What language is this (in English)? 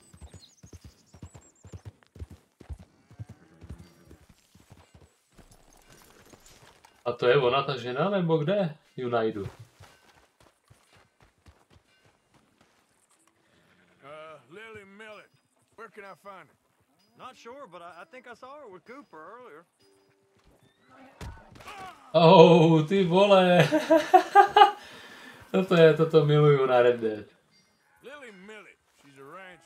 Czech